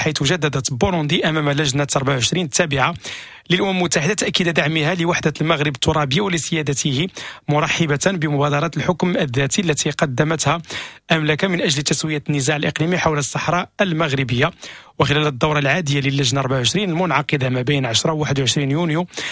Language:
Moroccan Arabic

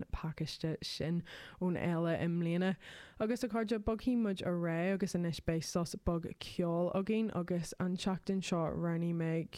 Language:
Irish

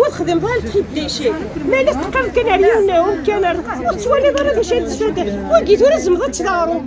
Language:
Kabyle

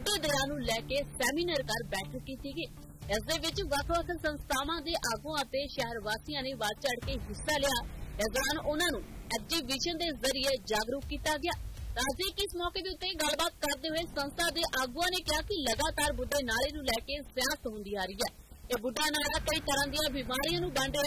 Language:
Punjabi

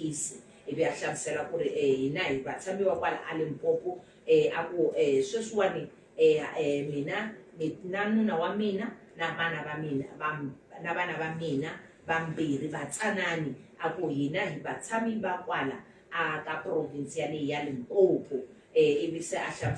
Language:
Tsonga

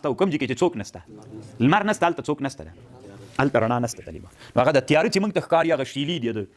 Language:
Pashto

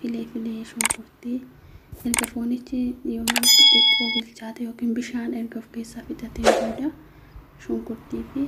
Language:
Oromo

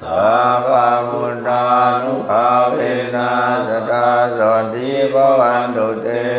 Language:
Pali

